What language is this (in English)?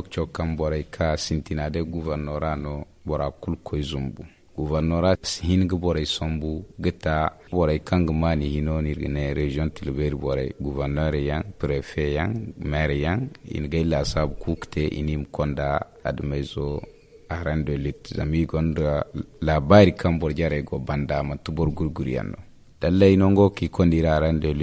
Zarma